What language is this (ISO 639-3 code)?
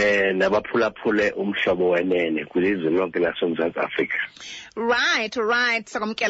xho